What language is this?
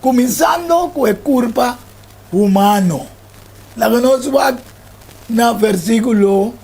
Papiamento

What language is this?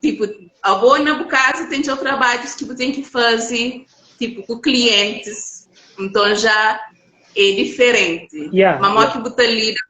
Kabuverdianu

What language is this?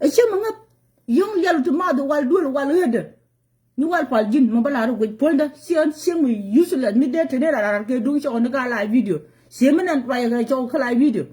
Nuer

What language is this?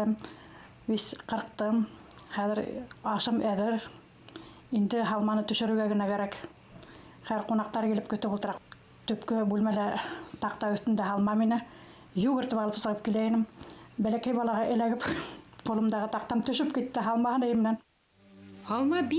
Bashkir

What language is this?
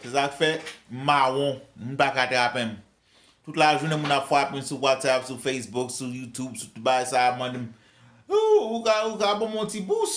Haitian Creole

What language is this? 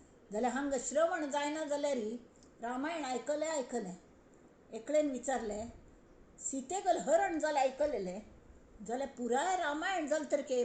Konkani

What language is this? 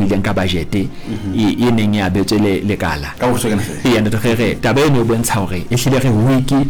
Southern Sotho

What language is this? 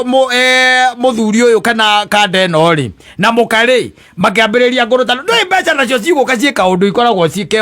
Kikuyu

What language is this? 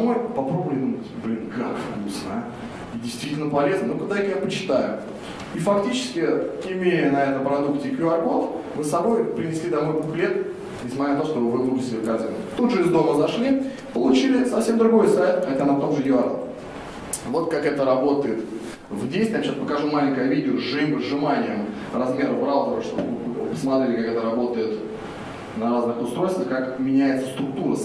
Russian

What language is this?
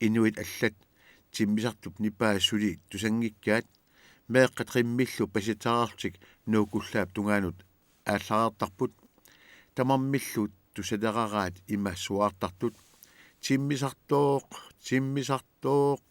Kalaallisut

